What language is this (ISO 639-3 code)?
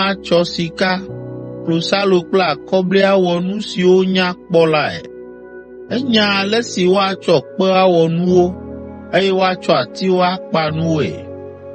ewe